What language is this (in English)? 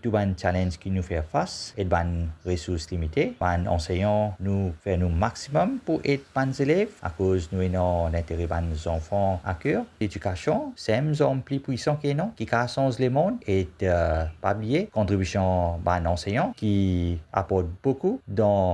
Morisyen